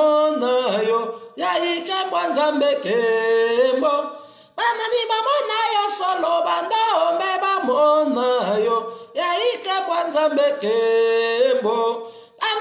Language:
Lingala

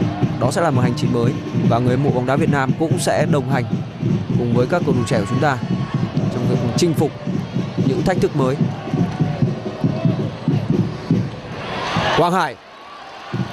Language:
Vietnamese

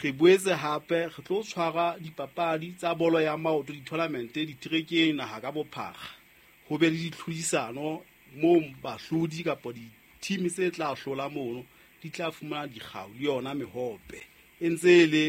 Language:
Southern Sotho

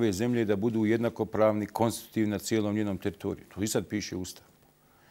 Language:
Bosnian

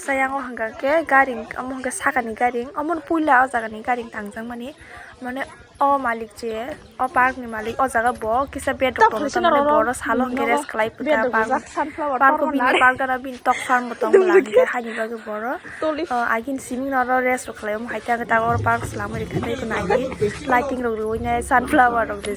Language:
Kok Borok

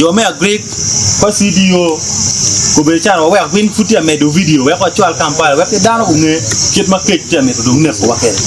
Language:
Acoli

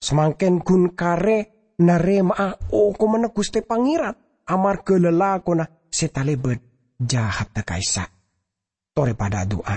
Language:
Madurese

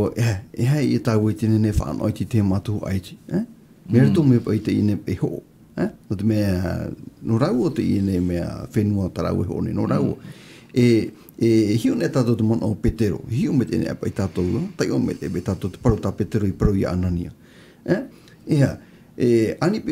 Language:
Tahitian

